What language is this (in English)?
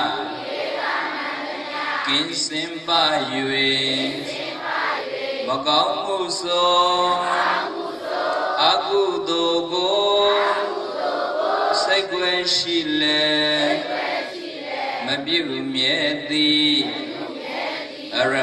Burmese